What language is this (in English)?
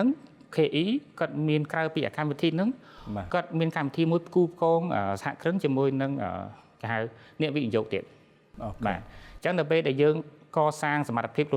Khmer